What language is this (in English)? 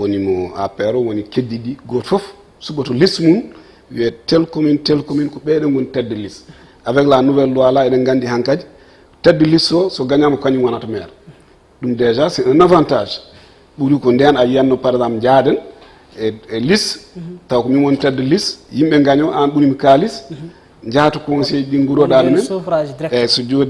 Fula